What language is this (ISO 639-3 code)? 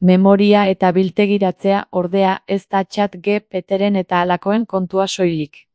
eus